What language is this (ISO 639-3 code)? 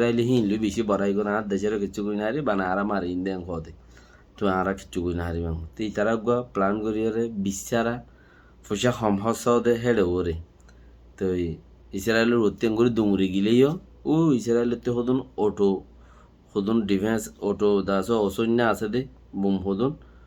rhg